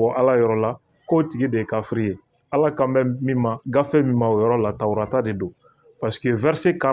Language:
Bambara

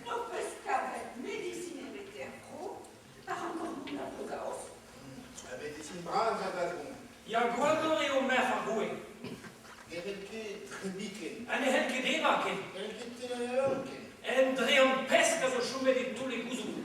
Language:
Breton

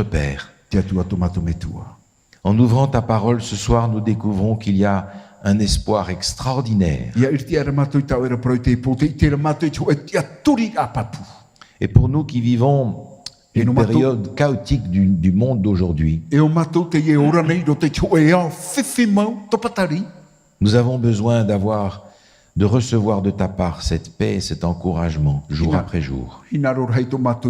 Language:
Tahitian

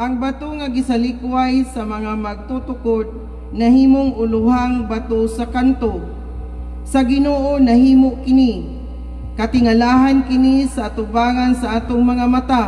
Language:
Cebuano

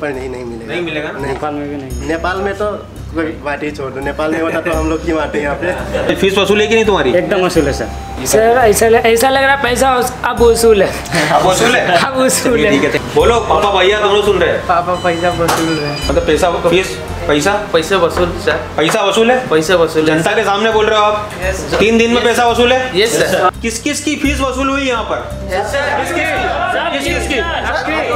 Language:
Hindi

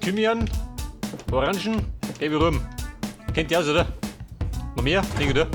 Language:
Bavarian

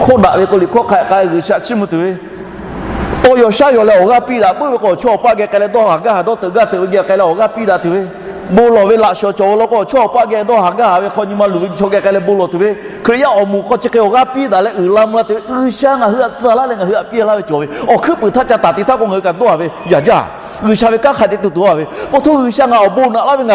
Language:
Lahu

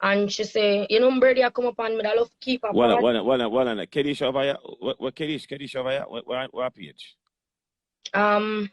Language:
Jamaican Creole English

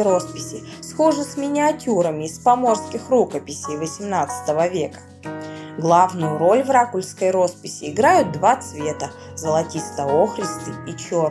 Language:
Russian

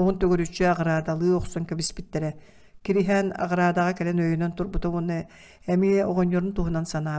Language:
Yakut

